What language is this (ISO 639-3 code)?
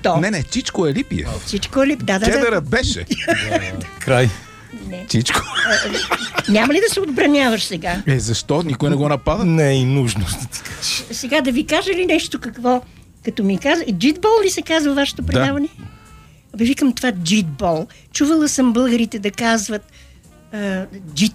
bul